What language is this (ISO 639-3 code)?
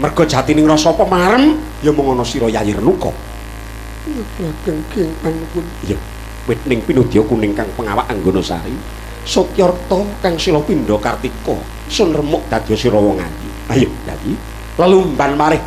jav